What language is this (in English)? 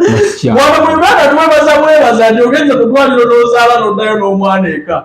Ganda